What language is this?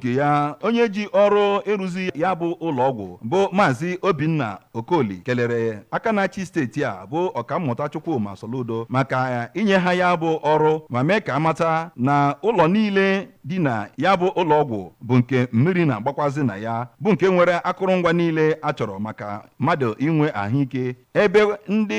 Igbo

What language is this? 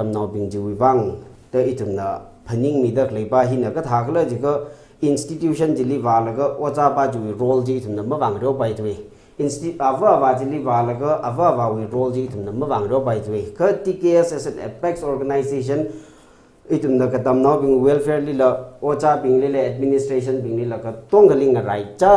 Tangkhul Naga (India)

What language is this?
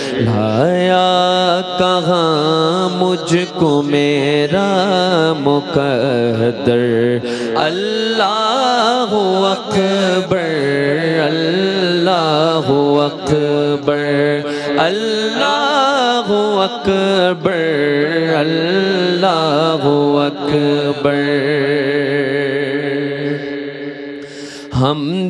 Urdu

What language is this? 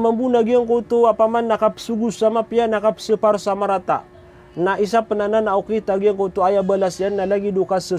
Maranao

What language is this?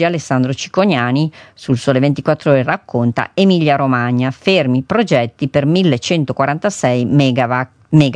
Italian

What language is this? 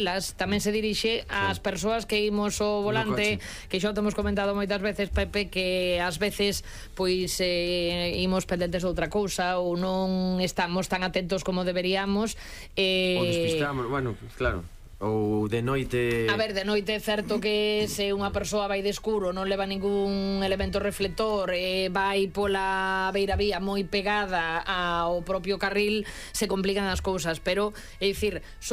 Galician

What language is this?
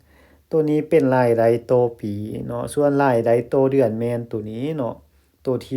Lao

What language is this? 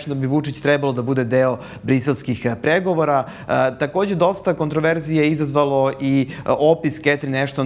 Serbian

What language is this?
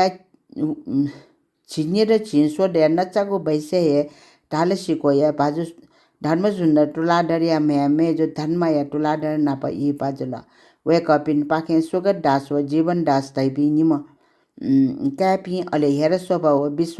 Newari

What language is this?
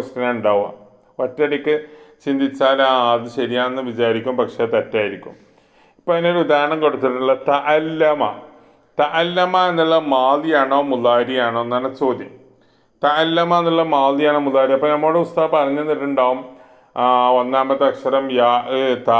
Malayalam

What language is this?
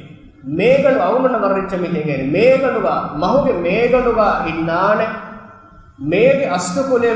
Divehi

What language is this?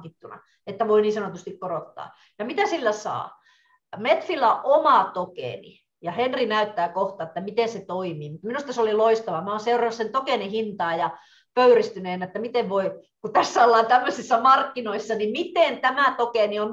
Finnish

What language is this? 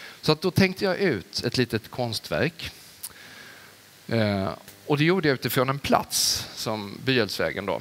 Swedish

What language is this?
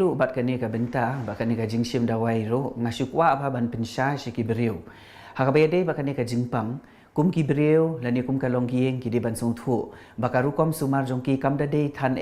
Khasi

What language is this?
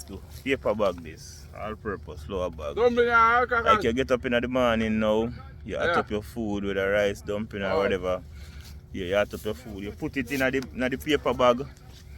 Jamaican Creole English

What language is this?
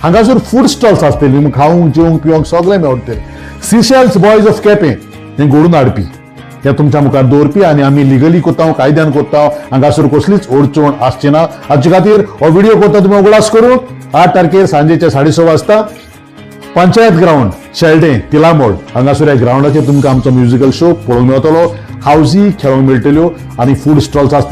Konkani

